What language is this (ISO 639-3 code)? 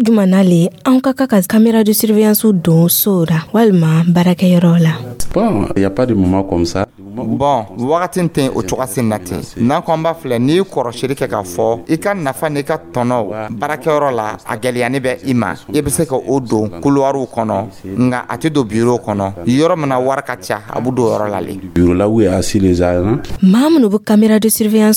dyu